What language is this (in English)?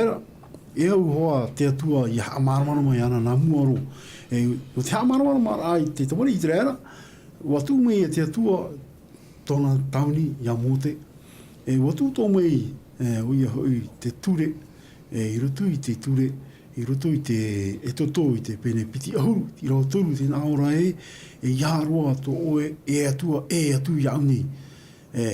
Tahitian